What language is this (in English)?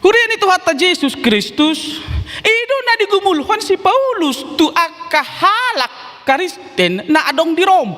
Batak Toba